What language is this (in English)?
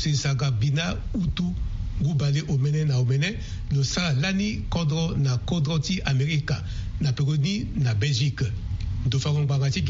Sango